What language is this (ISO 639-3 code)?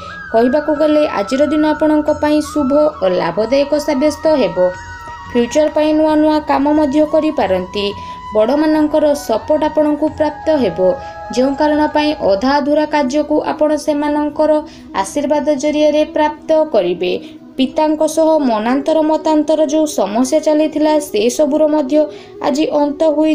ori